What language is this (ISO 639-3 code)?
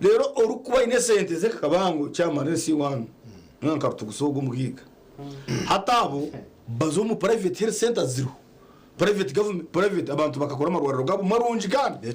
nyn